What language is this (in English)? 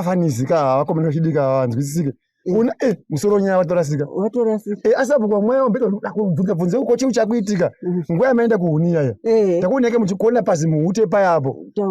Shona